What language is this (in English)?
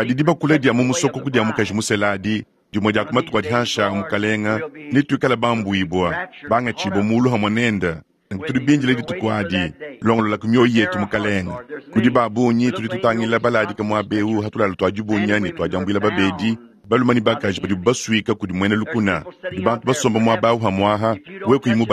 Luba-Lulua